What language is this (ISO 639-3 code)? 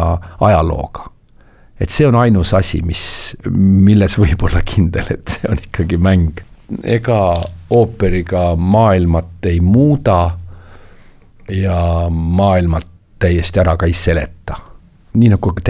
est